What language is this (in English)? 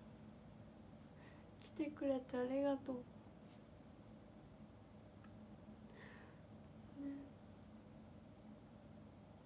Japanese